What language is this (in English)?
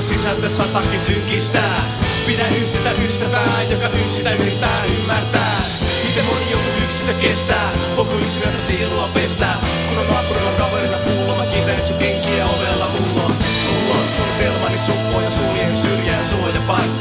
Finnish